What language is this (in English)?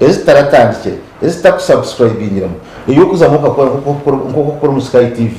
Nyankole